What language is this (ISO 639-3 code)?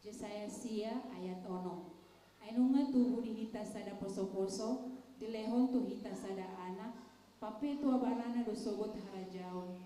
bbc